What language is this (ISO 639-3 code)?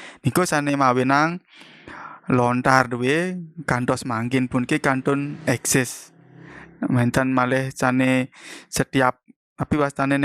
ban